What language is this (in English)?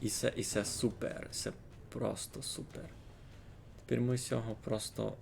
Rusyn